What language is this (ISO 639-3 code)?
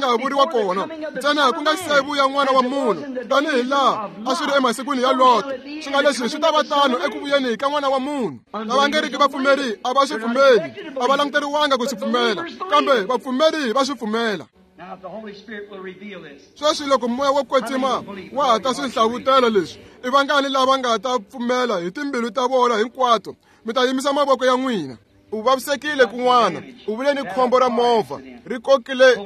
tso